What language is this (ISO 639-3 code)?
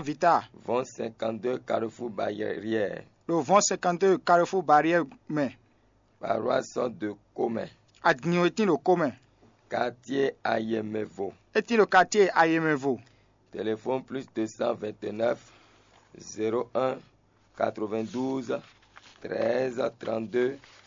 fon